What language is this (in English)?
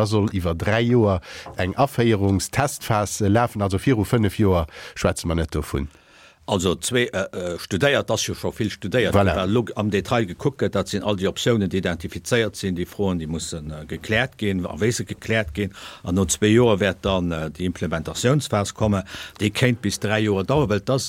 Luxembourgish